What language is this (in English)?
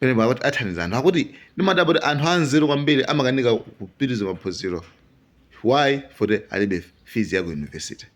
Nyanja